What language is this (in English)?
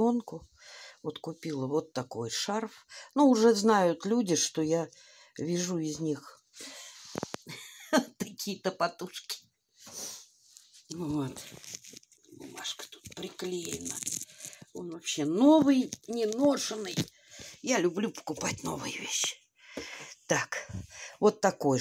Russian